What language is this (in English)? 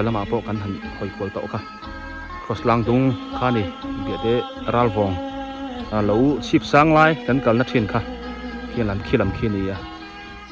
Biete